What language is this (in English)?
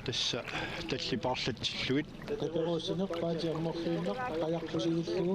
Kalaallisut